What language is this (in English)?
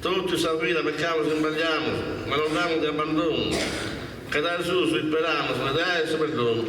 Sardinian